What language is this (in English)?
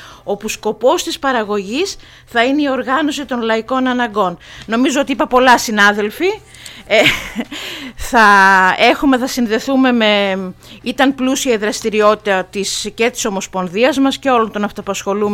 Greek